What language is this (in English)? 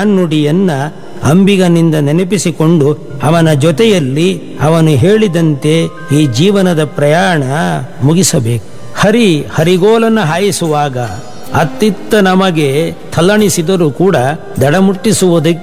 Kannada